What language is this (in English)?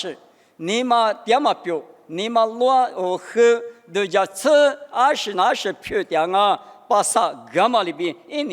Lisu